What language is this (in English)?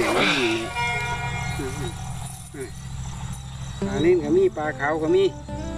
Thai